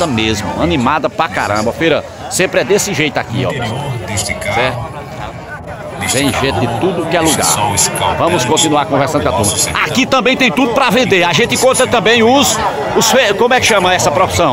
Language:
Portuguese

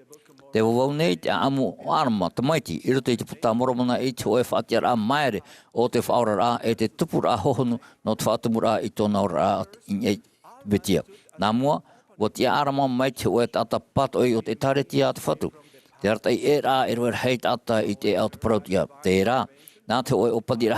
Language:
Tahitian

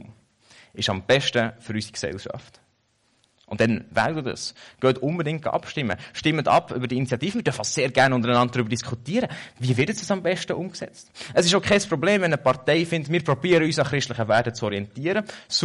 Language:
German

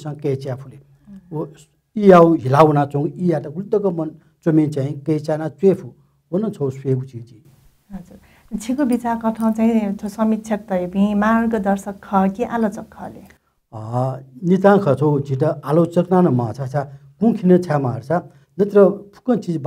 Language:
Newari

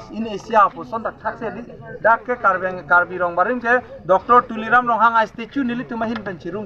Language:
Karbi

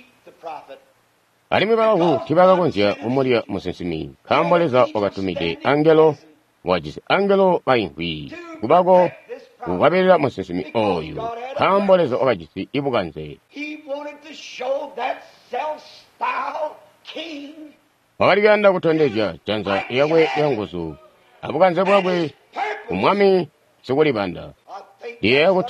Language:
Tonga (Zambia)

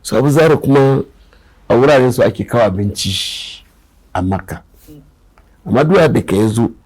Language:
Hausa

